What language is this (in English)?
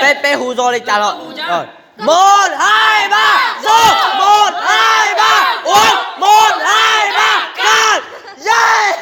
Hmong